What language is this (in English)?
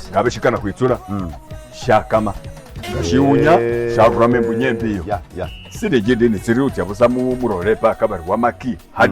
Masaaba